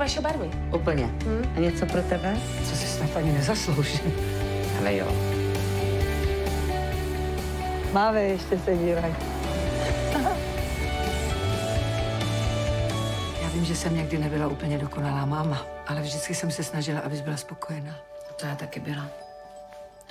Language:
Czech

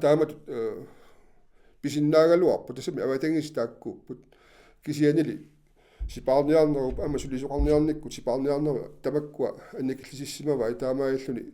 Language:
Kalaallisut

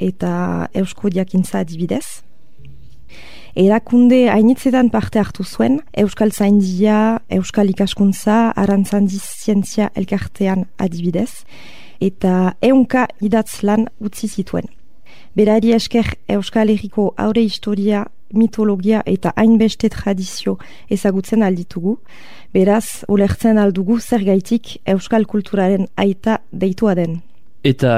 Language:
Basque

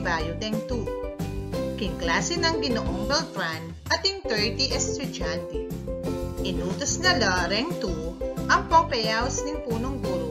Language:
Pampanga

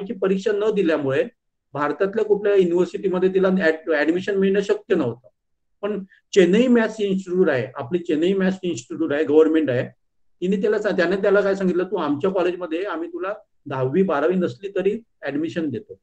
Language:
Marathi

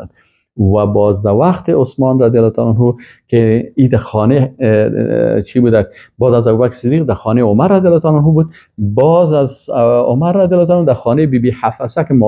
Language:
Persian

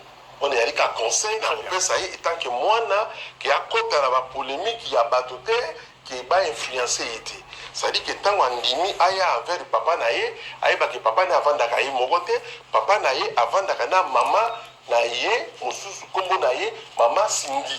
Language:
Lingala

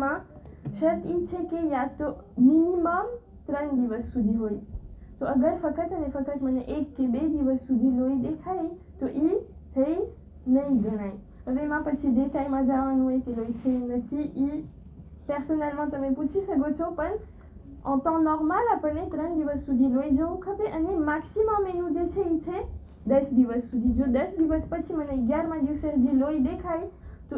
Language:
Gujarati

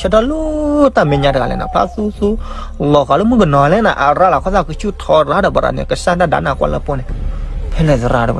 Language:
S'gaw Karen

